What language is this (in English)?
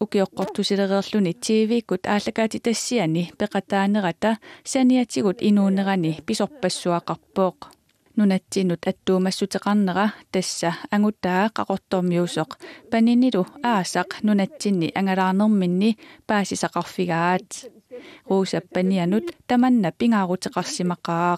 Kalaallisut